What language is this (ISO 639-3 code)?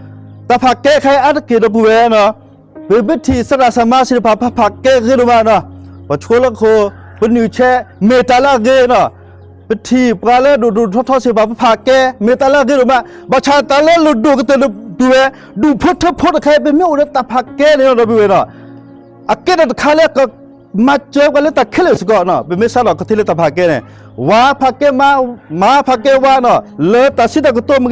ksw